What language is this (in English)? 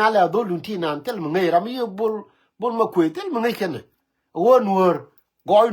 Nuer